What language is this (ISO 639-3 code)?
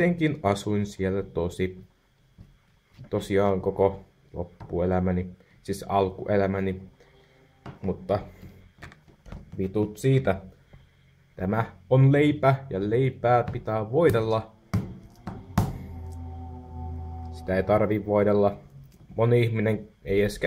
fin